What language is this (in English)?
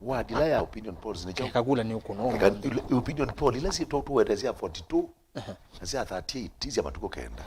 Kamba